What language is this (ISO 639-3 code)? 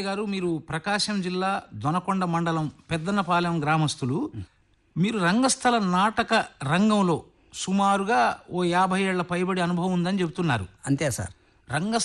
tel